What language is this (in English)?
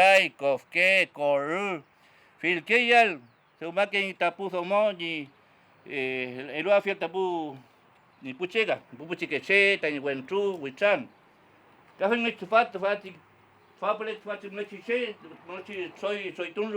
Mapuche